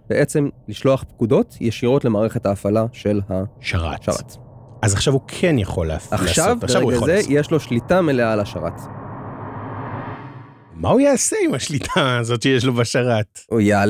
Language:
Hebrew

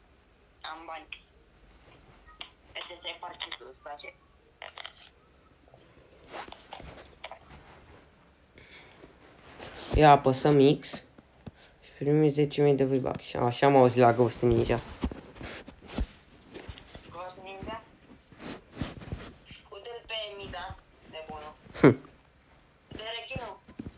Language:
Romanian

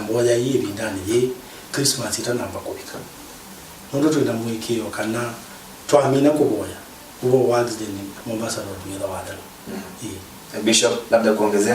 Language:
Kamba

